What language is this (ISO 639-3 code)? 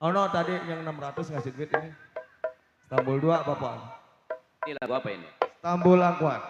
bew